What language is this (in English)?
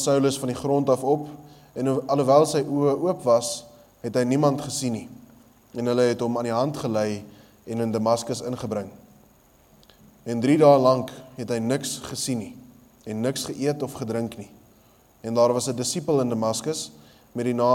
Afrikaans